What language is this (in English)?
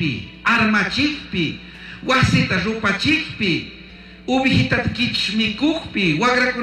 Chimborazo Highland Quichua